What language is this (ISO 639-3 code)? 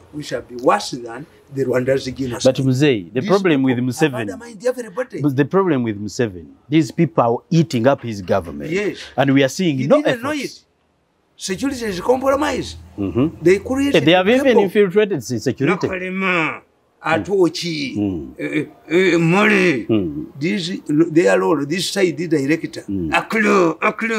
eng